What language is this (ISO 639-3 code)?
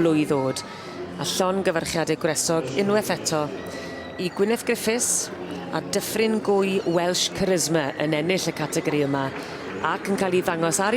cym